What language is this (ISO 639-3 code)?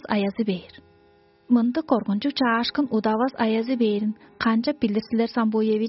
tyv